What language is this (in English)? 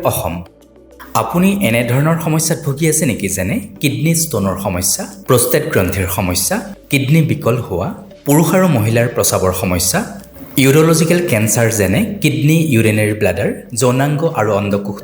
Assamese